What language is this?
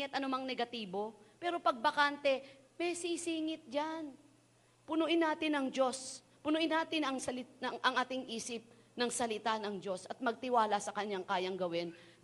Filipino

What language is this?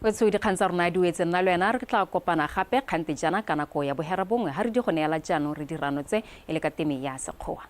Tswana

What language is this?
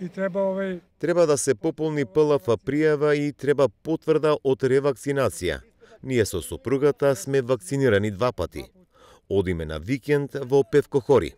Macedonian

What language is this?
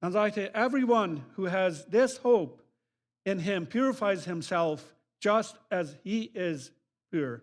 Plautdietsch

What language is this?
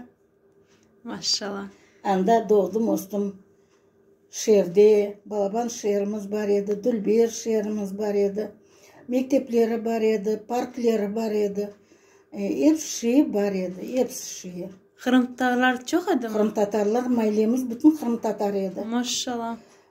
Crimean Tatar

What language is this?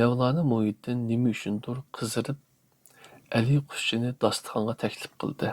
Uyghur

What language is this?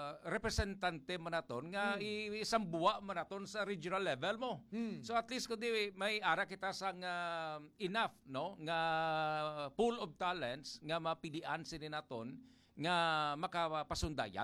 Hiligaynon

